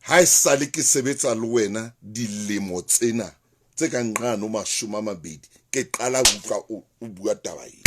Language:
Southern Sotho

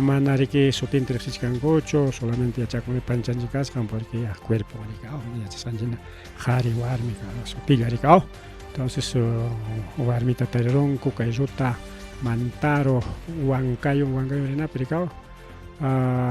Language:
Ayacucho Quechua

